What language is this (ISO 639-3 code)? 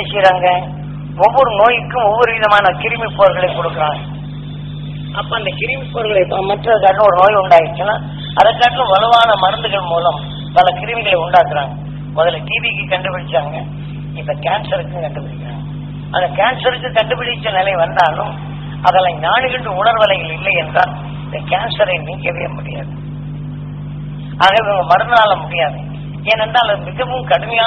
tam